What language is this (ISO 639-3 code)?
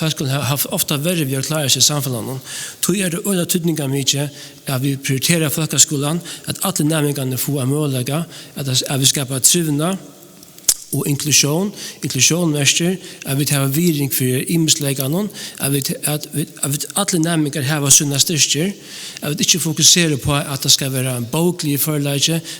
fao